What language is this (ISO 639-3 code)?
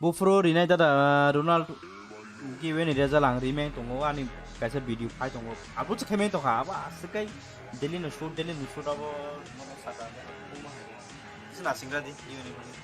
trp